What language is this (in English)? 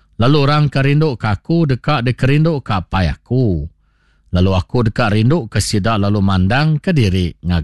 Iban